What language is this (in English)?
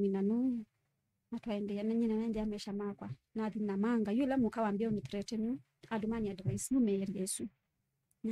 Kamba